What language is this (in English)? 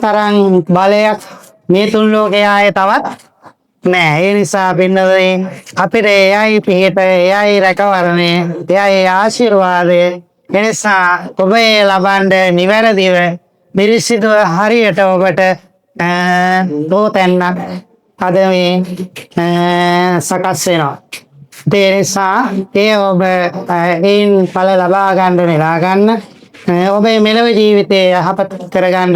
Sinhala